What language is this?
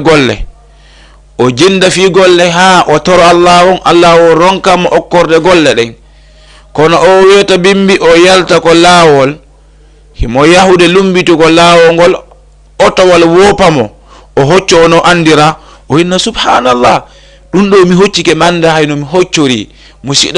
Fula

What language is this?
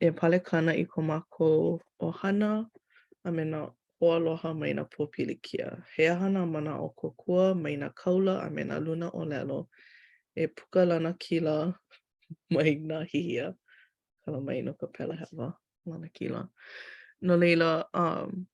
Hawaiian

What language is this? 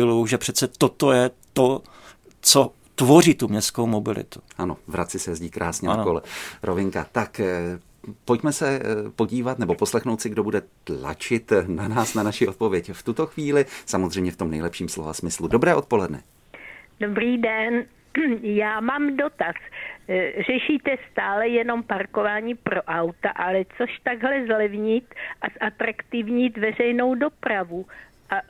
Czech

